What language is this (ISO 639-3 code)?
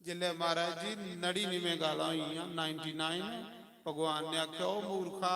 doi